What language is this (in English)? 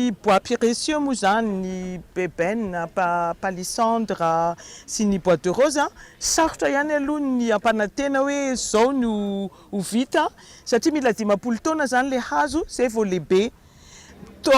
Malagasy